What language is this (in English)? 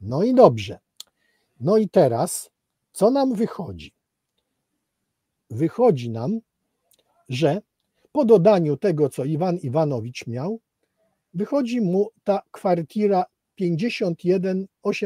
Polish